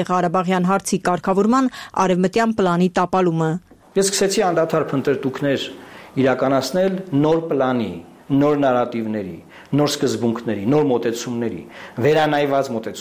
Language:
Armenian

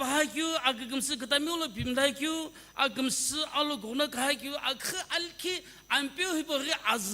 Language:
Sumi Naga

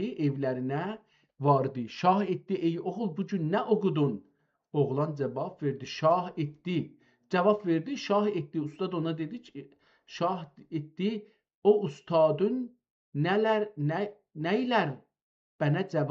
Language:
South Azerbaijani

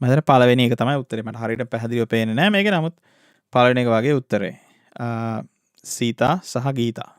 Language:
Sinhala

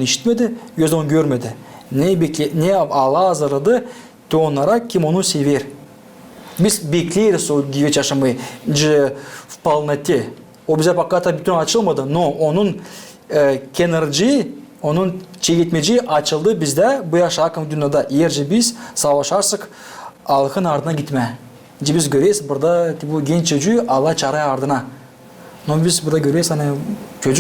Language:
Gagauz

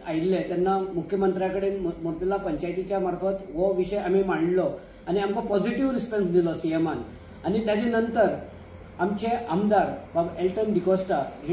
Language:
Konkani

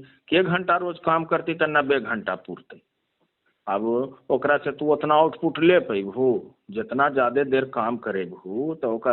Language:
Magahi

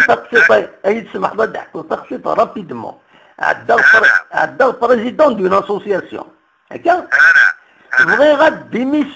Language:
Kabyle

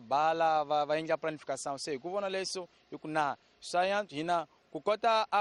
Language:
Tsonga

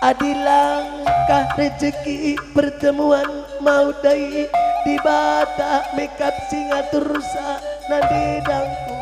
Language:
Batak Karo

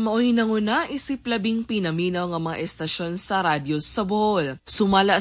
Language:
Cebuano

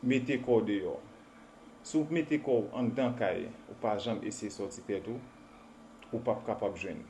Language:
Haitian Creole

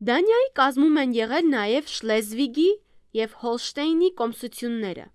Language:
Armenian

